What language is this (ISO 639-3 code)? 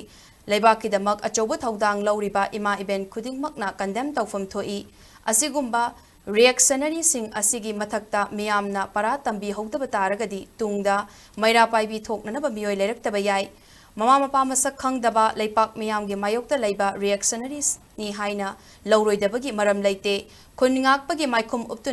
mni